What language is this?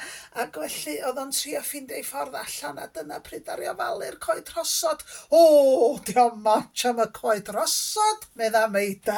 Welsh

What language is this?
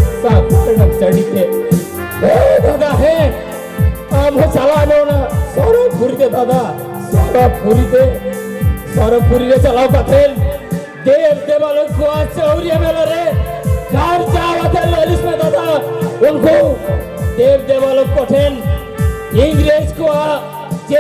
Santali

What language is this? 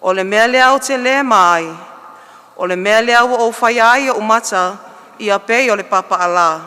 Samoan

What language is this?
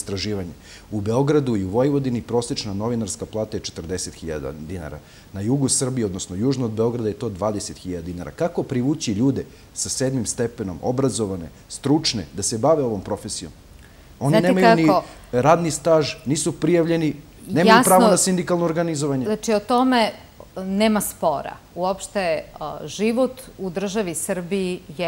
Serbian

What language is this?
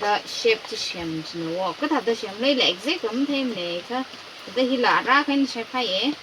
Tangkhul Naga (India)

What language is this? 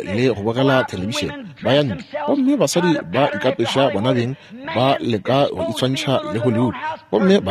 Northern Sotho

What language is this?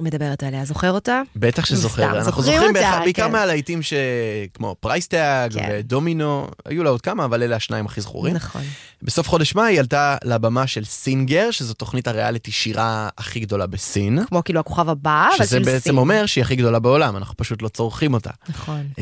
Hebrew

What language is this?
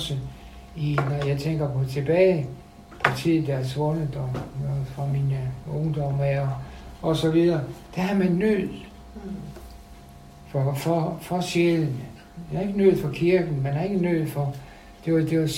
Danish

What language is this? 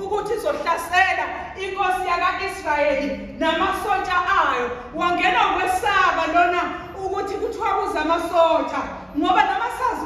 Zulu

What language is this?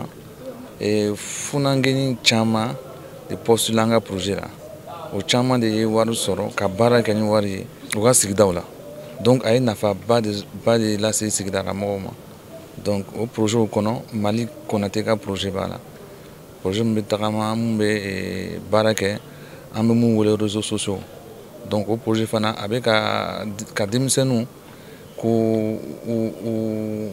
Bambara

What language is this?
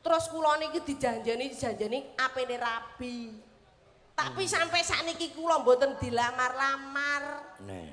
Javanese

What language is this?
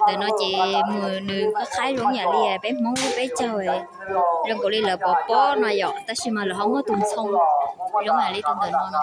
Hmong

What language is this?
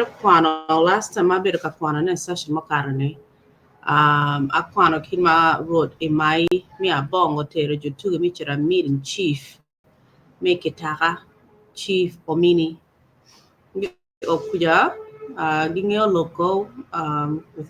Acoli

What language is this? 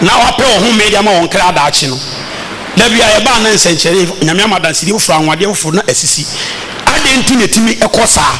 Akan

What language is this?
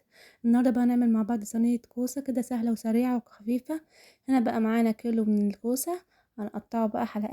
Egyptian Arabic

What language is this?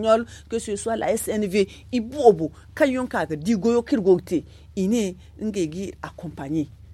Zarma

